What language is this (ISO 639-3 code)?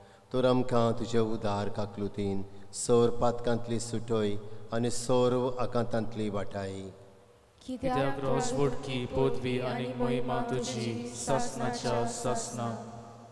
kok